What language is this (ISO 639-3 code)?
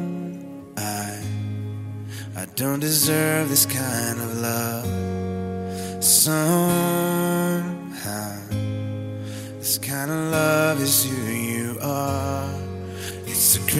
eng